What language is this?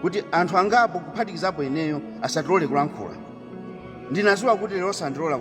Nyanja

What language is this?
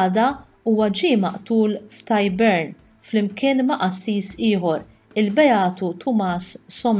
Maltese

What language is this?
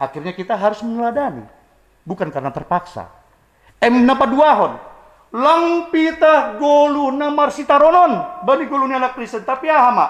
Batak Simalungun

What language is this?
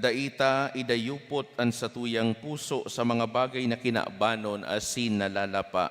Bikol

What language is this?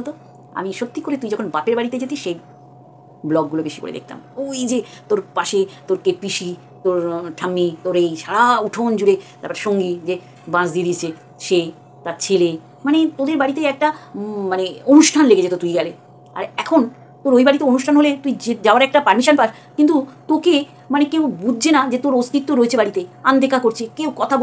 Bangla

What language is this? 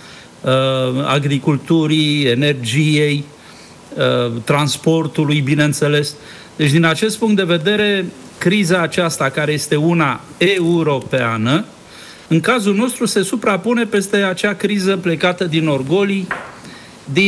Romanian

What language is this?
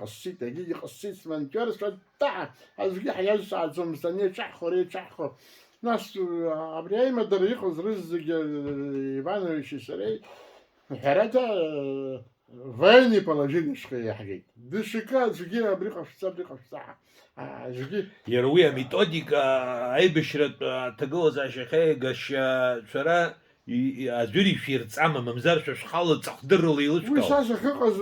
Abkhazian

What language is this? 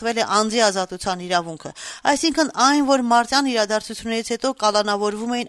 Armenian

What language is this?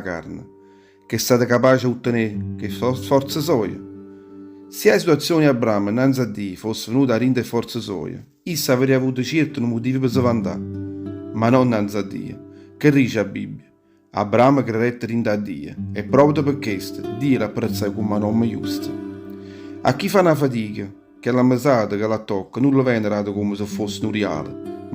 Neapolitan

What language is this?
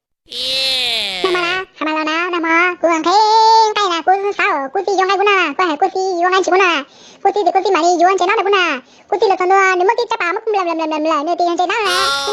Hmong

